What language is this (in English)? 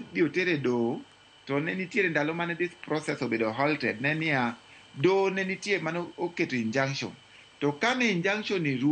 Luo (Kenya and Tanzania)